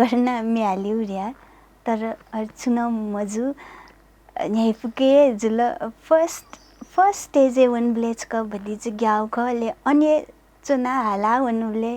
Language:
Newari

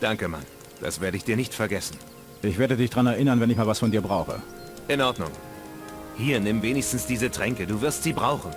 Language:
Bavarian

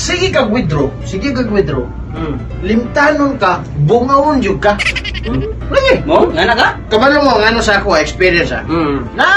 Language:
Cebuano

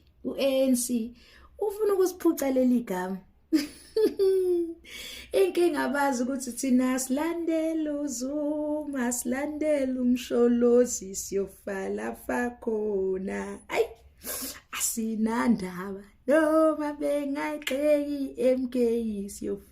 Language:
Zulu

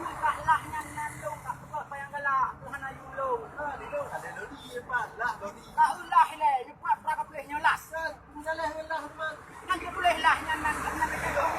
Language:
Achinese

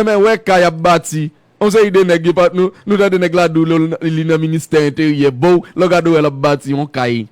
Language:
Haitian Creole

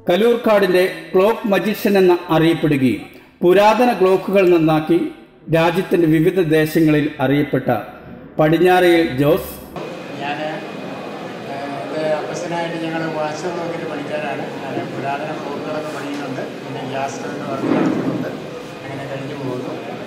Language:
Malayalam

